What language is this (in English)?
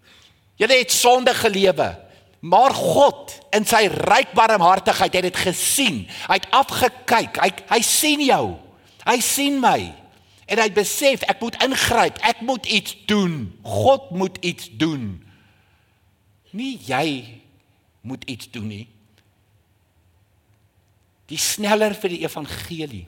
Afrikaans